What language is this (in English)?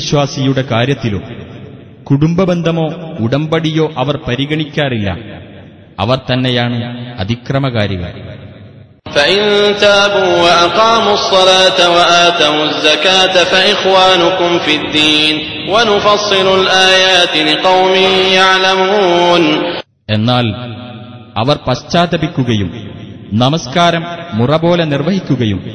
Malayalam